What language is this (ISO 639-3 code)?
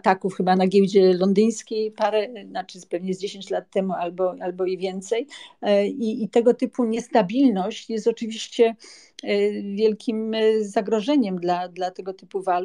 pol